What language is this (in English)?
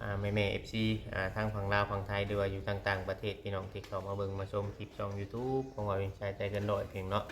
Northeastern Thai